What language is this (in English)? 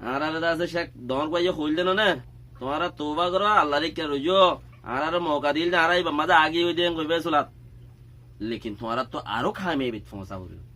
Rohingya